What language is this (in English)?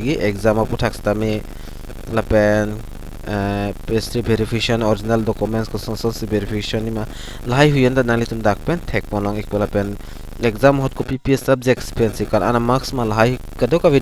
Karbi